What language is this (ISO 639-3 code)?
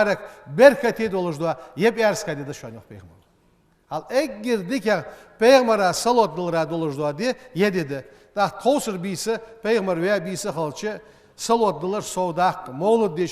inh